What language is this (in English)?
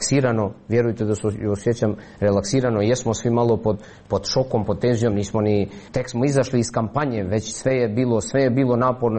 Serbian